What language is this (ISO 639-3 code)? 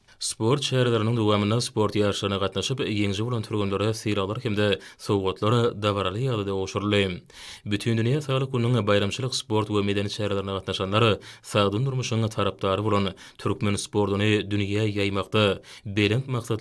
tuk